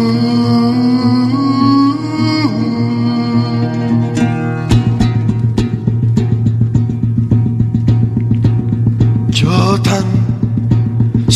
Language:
Greek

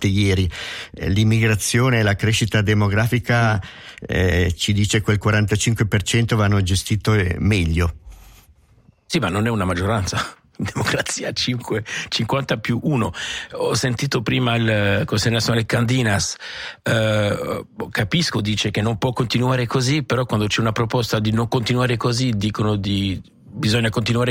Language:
Italian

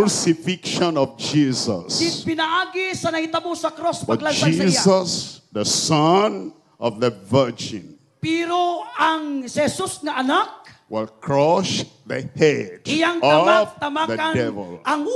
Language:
Cebuano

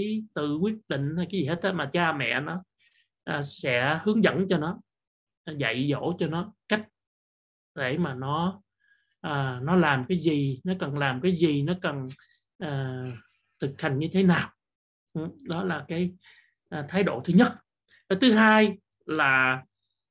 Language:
Vietnamese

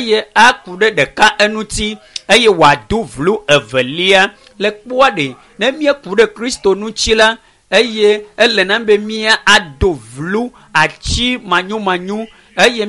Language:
Ewe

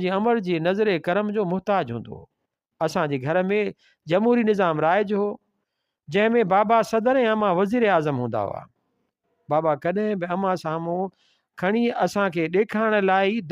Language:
Sindhi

